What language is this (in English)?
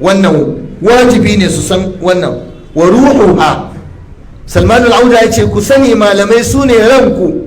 Hausa